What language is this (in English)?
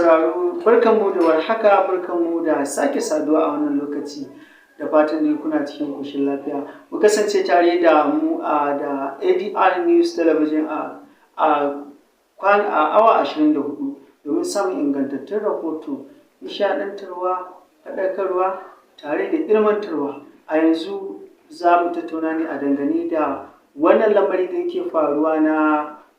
Hausa